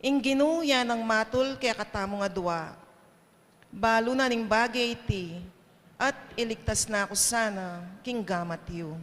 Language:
Pampanga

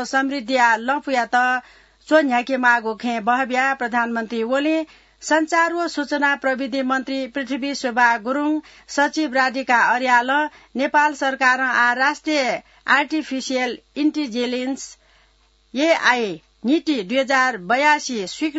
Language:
Newari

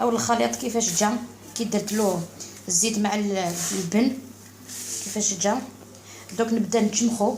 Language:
Algerian Arabic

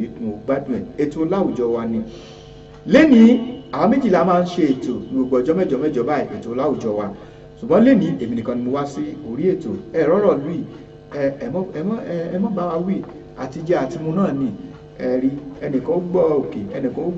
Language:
Yoruba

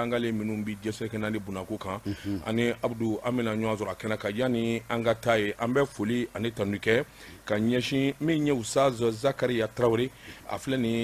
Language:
Bambara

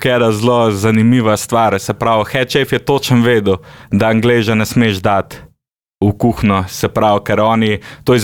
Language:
Slovenian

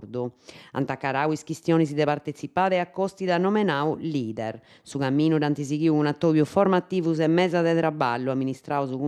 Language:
Sardinian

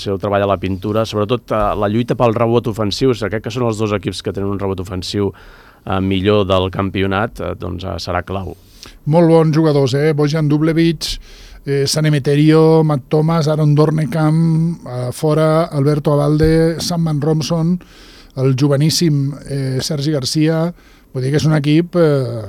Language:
Catalan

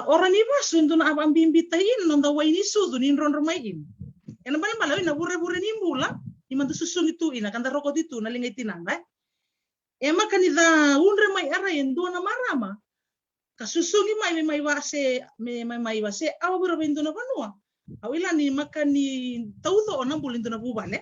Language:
Fijian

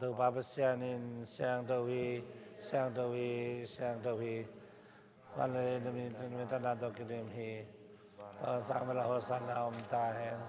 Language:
Tedim Chin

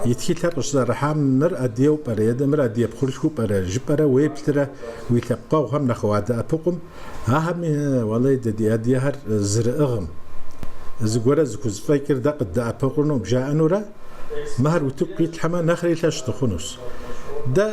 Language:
Kabardian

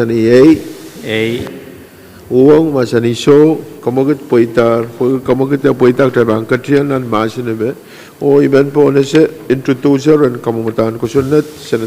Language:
Pohnpeian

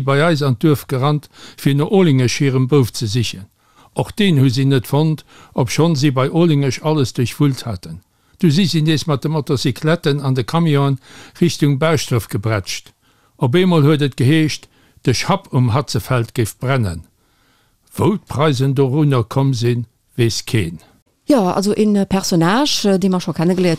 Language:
Luxembourgish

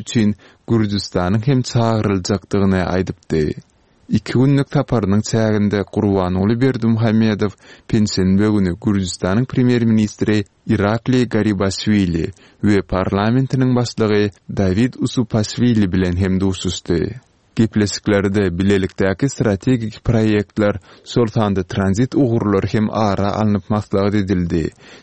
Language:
Turkmen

